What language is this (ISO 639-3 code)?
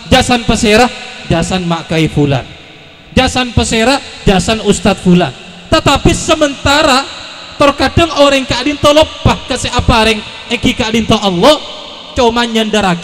mad